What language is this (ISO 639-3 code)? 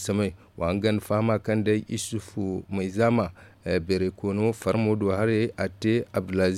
dje